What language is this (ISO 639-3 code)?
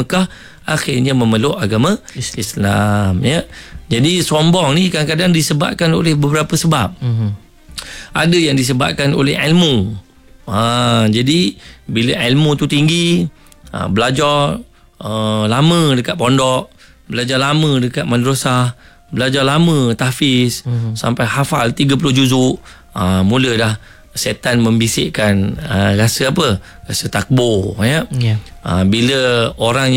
msa